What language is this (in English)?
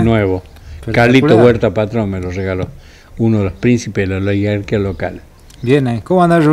Spanish